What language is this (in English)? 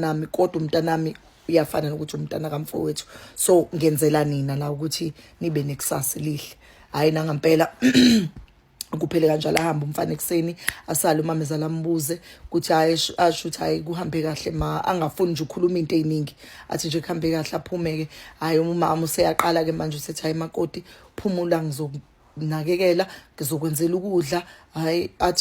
Zulu